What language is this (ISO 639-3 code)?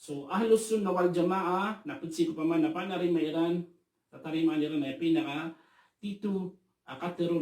mrw